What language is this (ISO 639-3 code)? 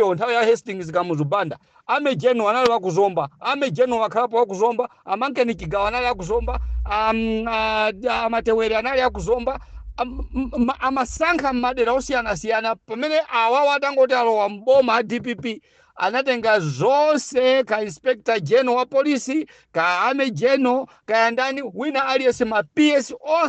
nya